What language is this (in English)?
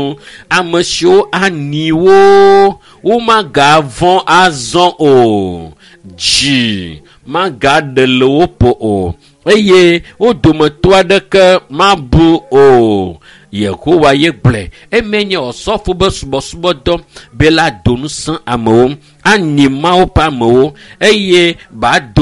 Ewe